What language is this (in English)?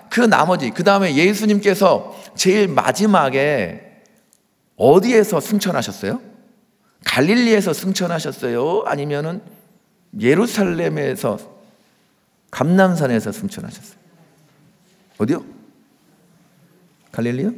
Korean